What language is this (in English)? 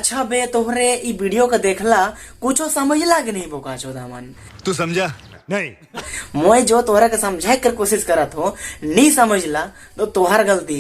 Sadri